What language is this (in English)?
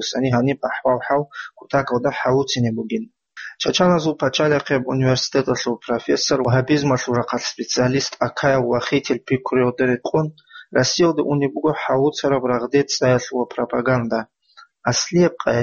Avaric